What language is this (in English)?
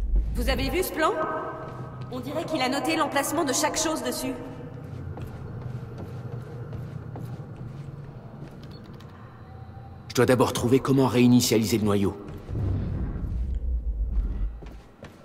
French